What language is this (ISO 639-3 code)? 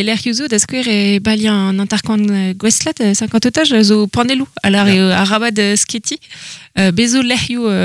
bre